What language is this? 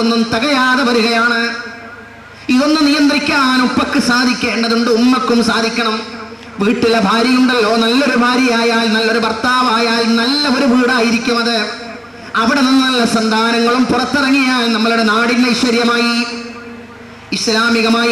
Malayalam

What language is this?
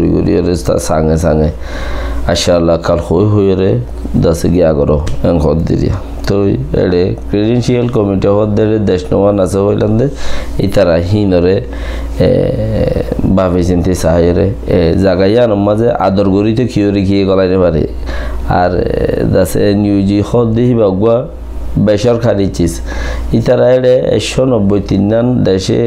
Rohingya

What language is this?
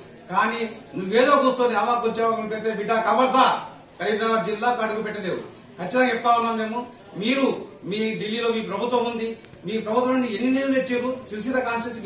Telugu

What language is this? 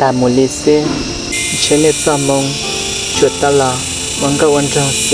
Hmong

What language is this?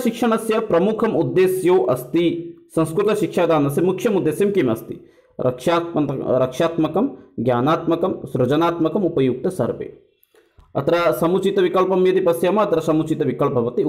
Sanskrit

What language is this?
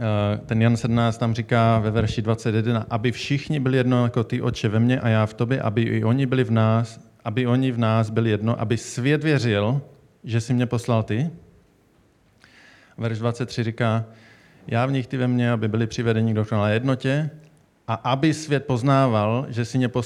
Czech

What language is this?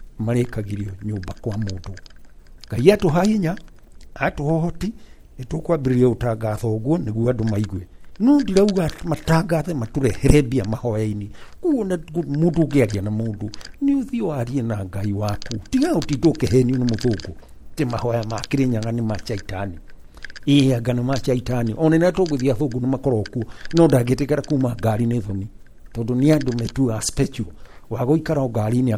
Kikuyu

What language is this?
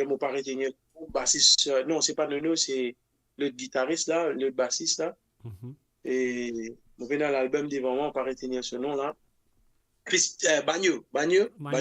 Morisyen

